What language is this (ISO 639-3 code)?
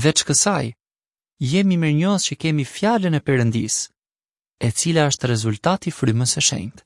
sqi